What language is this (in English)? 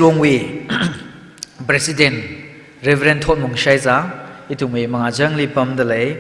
Tangkhul Naga (India)